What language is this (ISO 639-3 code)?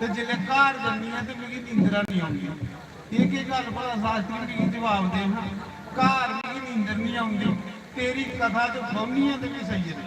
doi